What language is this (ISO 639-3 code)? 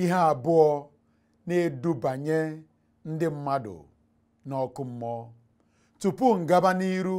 ibo